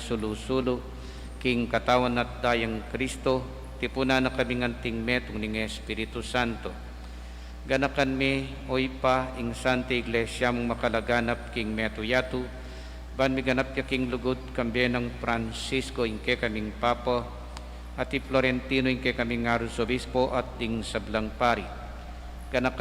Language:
Pampanga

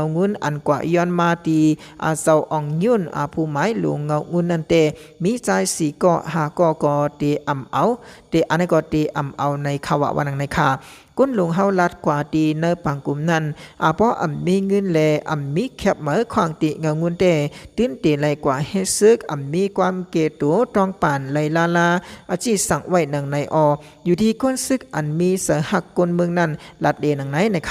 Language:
Shan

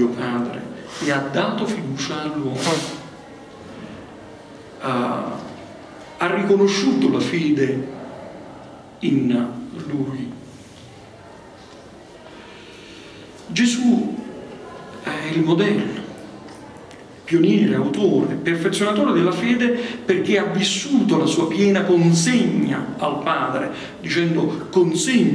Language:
Italian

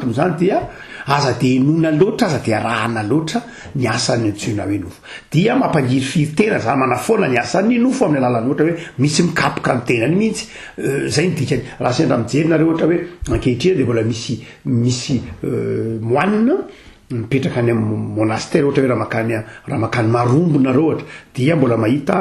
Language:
Malagasy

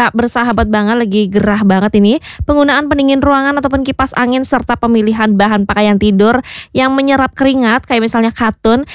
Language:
Indonesian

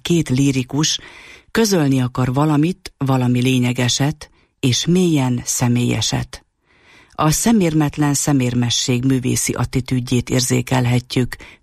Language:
Hungarian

